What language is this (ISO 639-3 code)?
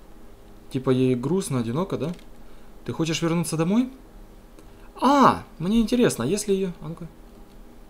rus